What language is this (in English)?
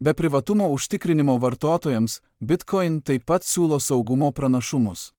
Lithuanian